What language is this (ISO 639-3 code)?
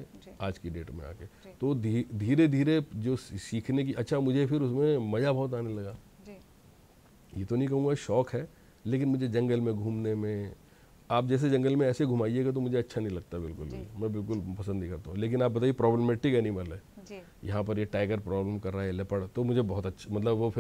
hin